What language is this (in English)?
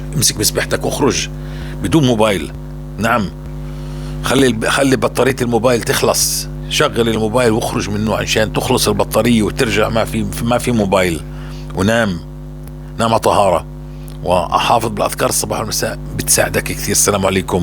North Levantine Arabic